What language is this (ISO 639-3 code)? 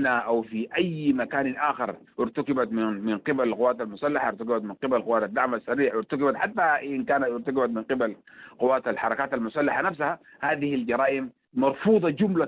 apd